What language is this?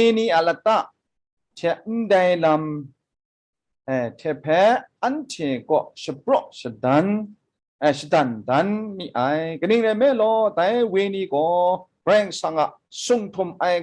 Kachin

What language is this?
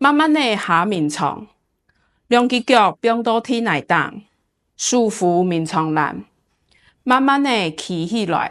Hakka Chinese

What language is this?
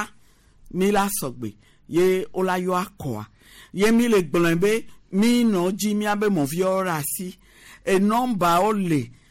Gen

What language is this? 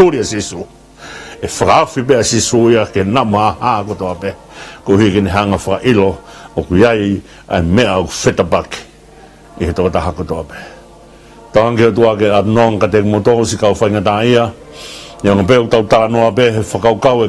Tongan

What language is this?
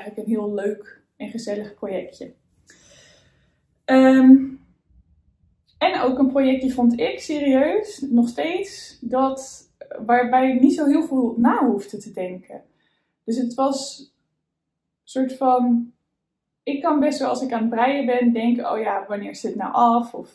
Dutch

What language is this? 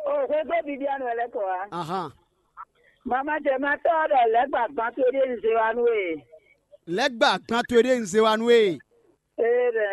Fon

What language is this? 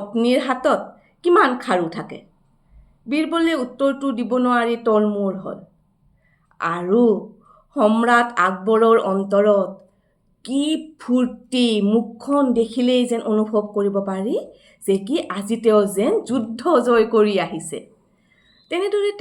Assamese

